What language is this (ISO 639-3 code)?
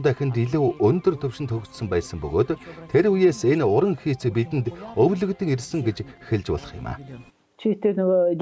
mon